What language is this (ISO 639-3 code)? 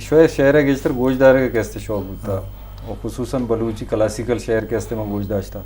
bgp